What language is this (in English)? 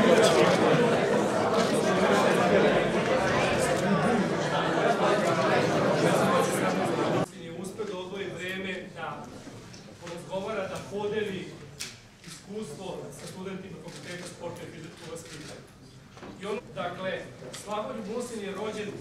Serbian